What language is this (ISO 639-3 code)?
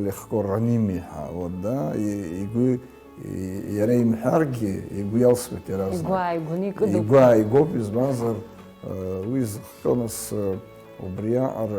abk